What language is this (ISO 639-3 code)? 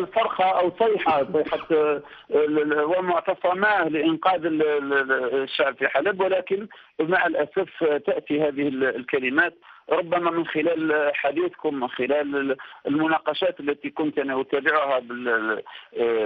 ara